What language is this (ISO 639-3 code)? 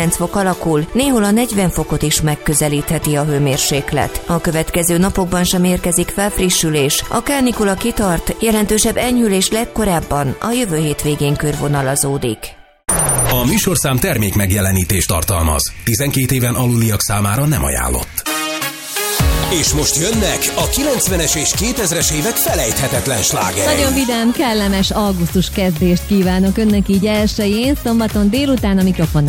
hun